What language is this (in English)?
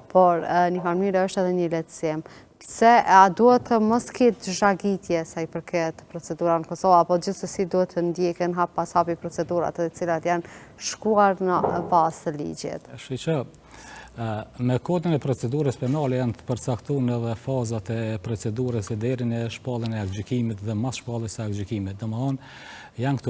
Albanian